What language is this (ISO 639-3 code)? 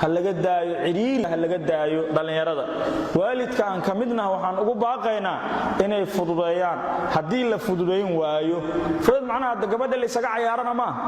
som